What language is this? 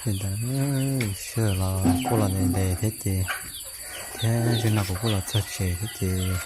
Hmong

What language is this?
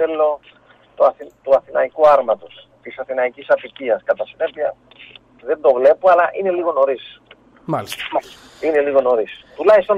Greek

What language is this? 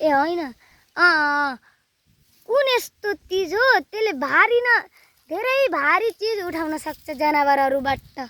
Nepali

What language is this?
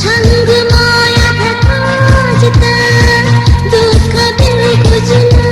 Newari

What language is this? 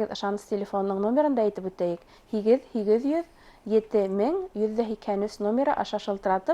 Bashkir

